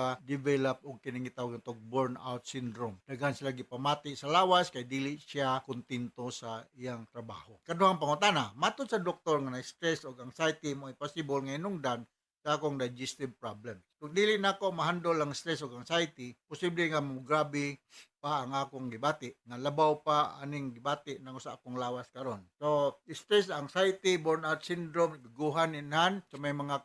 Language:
Cebuano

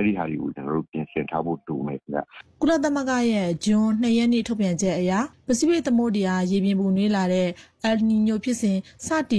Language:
Burmese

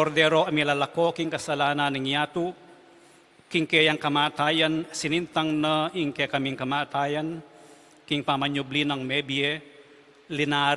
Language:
Pampanga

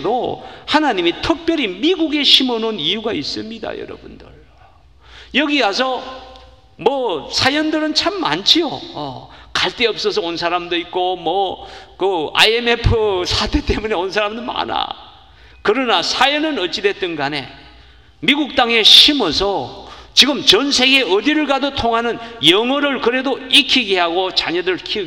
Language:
Korean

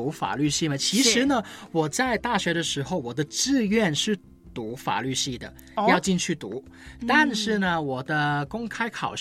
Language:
Chinese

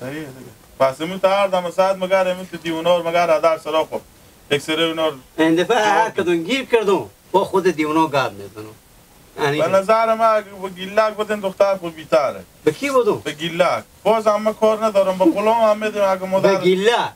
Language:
Hazaragi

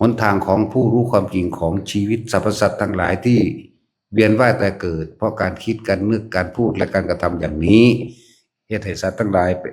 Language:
Northeastern Thai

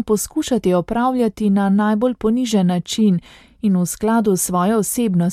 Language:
Slovenian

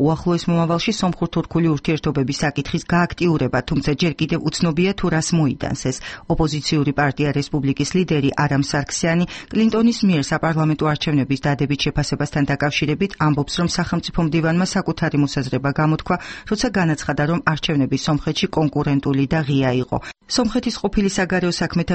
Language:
Georgian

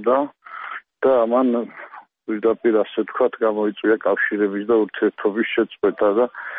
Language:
Georgian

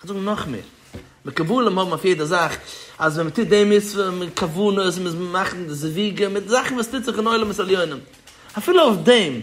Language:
Yiddish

